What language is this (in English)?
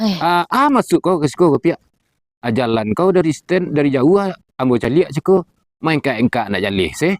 Minangkabau